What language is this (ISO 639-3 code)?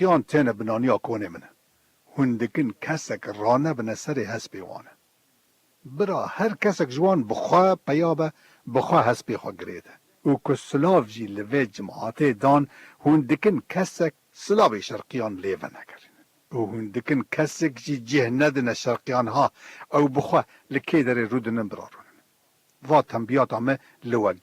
kur